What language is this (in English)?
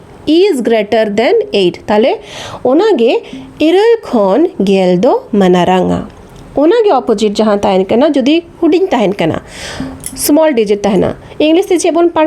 Santali